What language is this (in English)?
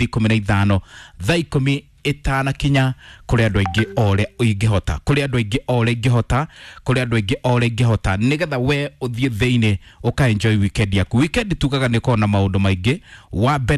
Kikuyu